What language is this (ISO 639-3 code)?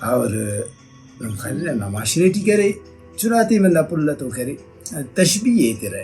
brh